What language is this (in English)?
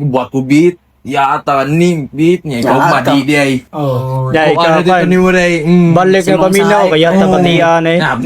Cebuano